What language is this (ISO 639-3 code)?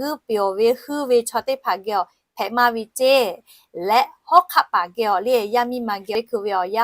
lhu